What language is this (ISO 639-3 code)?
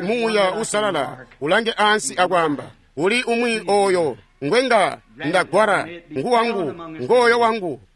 toi